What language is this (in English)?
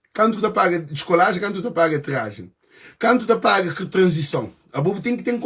Kabuverdianu